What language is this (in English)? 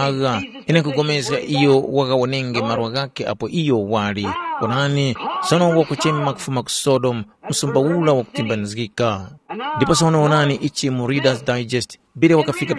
Tumbuka